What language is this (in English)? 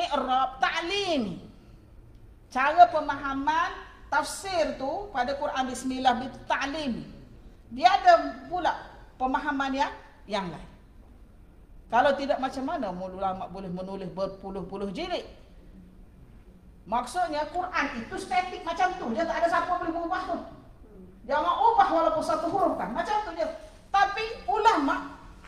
Malay